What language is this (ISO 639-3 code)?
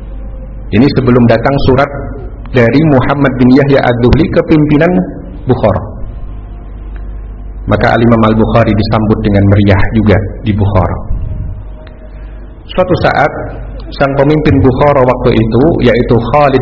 ind